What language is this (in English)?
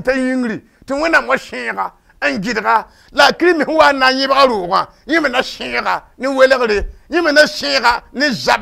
Mossi